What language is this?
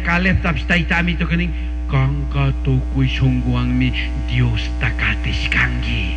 Chimborazo Highland Quichua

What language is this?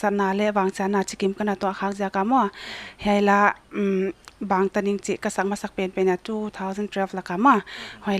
Paite Chin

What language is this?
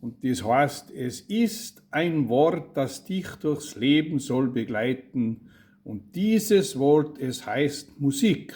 Bavarian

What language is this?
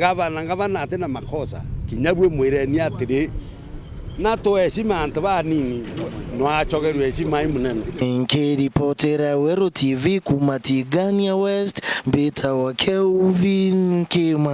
Meru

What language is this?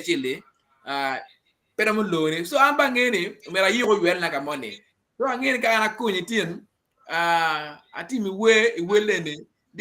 Acoli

